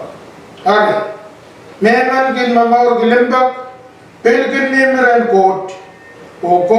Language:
Pohnpeian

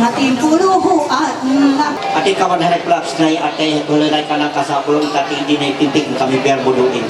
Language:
Ma'anyan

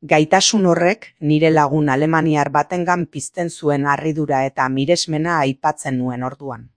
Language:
Basque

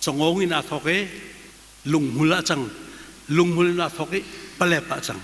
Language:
Hakha Chin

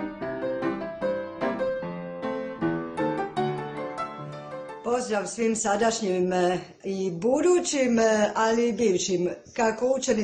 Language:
Croatian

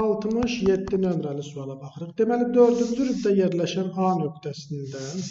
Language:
Azerbaijani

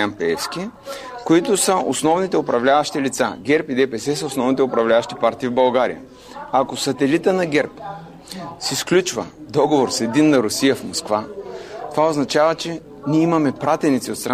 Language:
Bulgarian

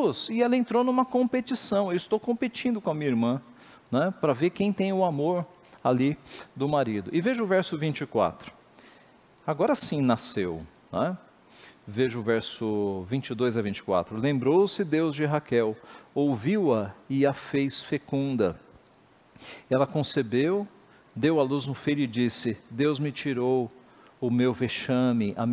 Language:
Portuguese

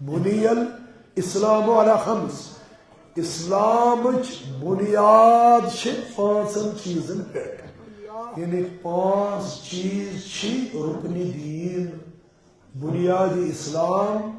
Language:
Kashmiri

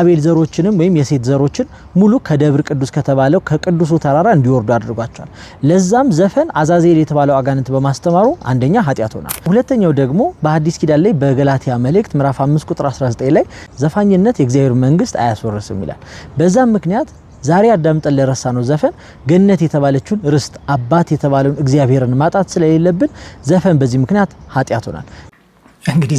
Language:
Amharic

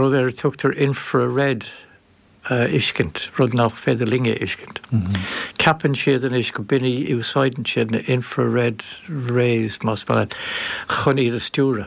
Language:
Irish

